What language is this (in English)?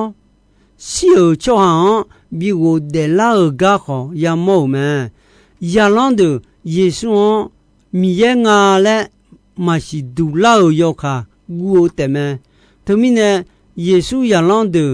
Akha